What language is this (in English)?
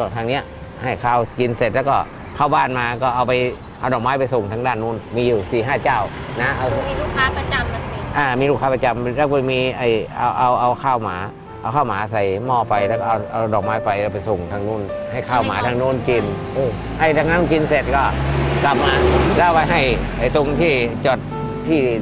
Thai